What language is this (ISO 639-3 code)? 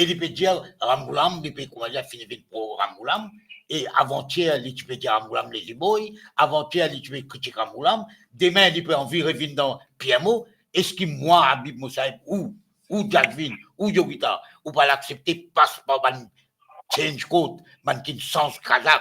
mfe